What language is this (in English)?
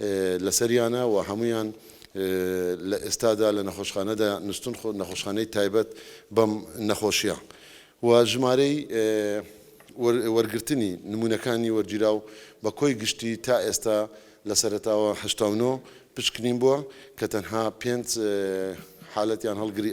Central Kurdish